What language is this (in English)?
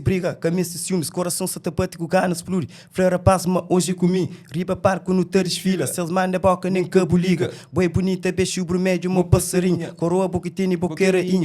Kabuverdianu